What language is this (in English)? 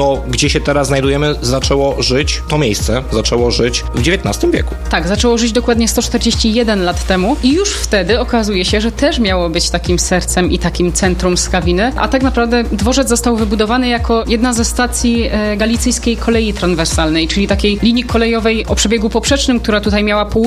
Polish